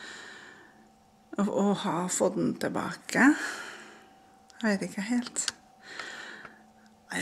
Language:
Norwegian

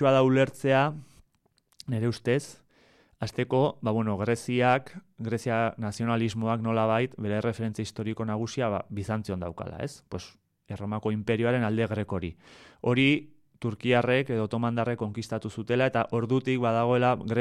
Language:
Basque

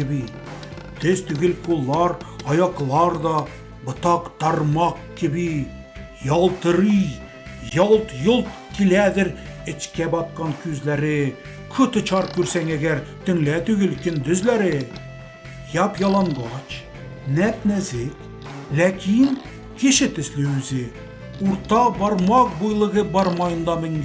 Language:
Tatar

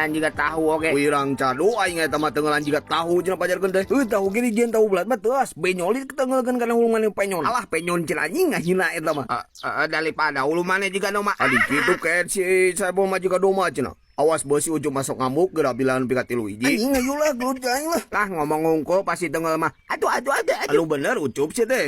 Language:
Sundanese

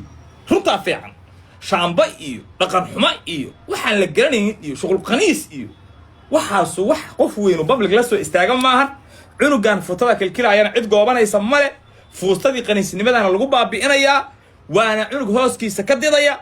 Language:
Somali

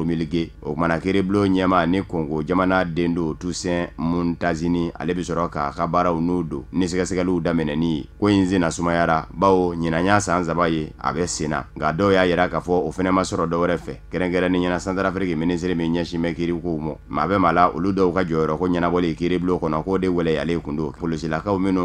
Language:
Bambara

